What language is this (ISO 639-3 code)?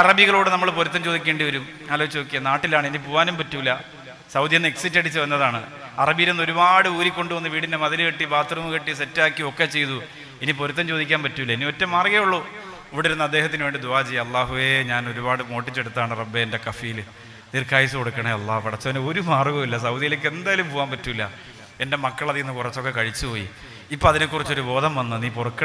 mal